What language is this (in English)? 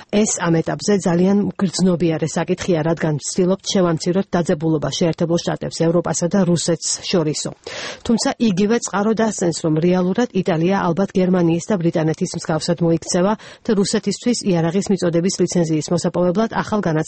Georgian